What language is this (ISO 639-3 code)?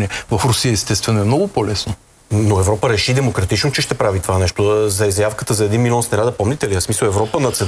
bul